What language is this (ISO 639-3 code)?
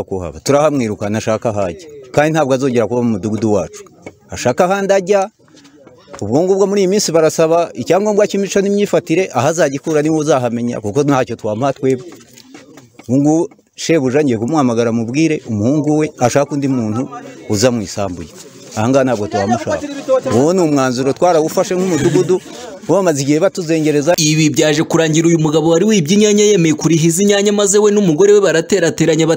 kin